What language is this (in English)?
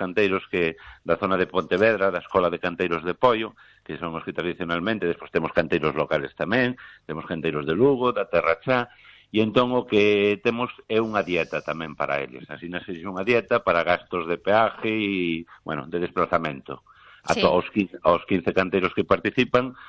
Galician